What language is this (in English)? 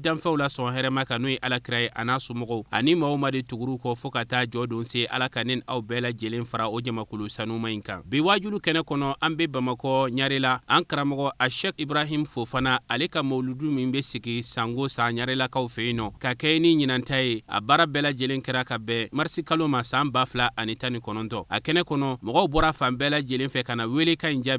Bambara